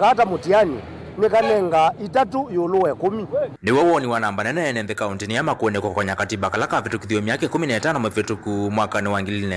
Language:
Kamba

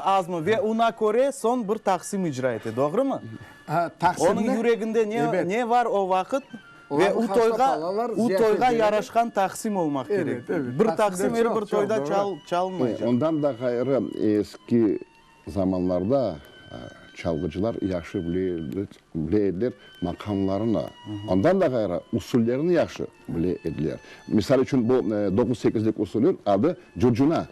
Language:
Crimean Tatar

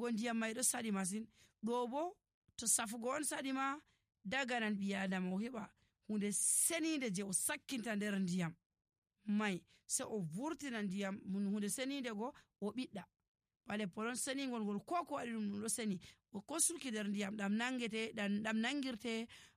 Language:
Nigerian Fulfulde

